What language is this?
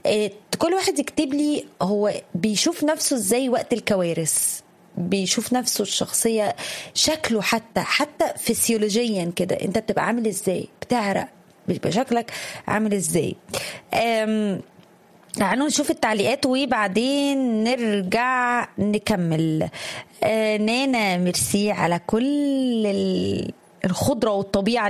Egyptian Arabic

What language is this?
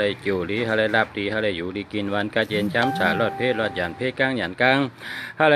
Shan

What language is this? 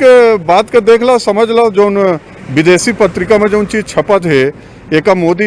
Chhattisgarhi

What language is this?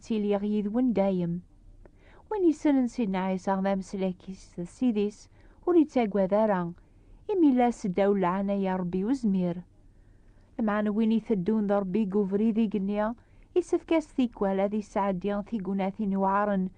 Kabyle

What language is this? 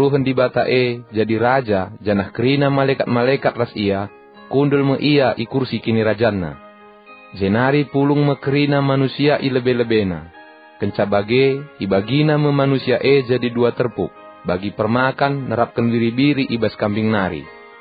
Batak Karo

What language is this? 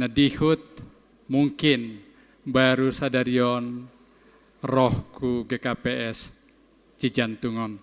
Batak Simalungun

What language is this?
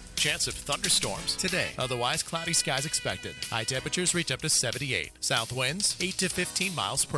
English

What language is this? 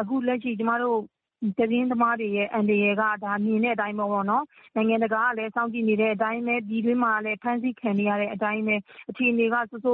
Burmese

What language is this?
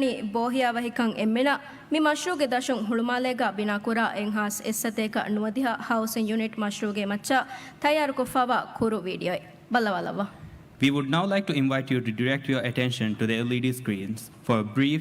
Divehi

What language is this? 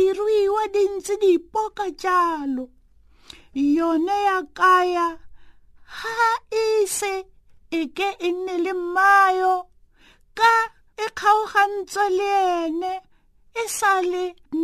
Tswana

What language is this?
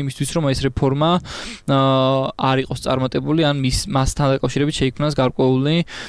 Georgian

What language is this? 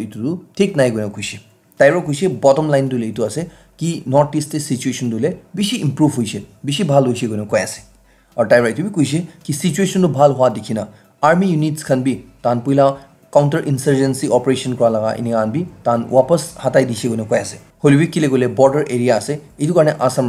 Naga Pidgin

